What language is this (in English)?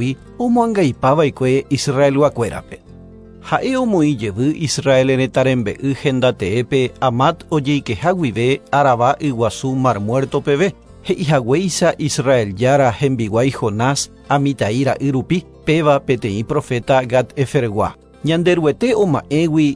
Guarani